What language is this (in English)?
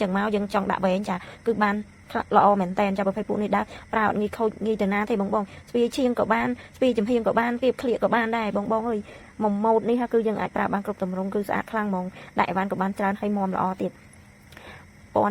Khmer